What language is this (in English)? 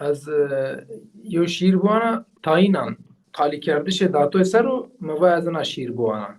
Zaza